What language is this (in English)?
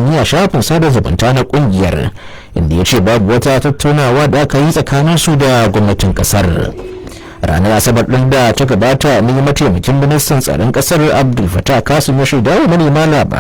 Hausa